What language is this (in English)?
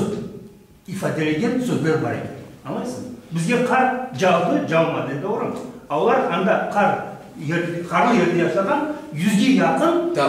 Crimean Tatar